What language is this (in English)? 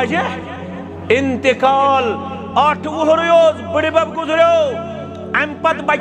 Kashmiri